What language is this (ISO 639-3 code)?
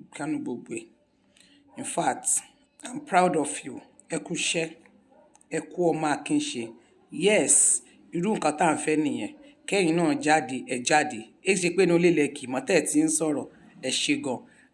yor